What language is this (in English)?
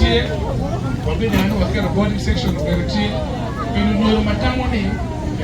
Acoli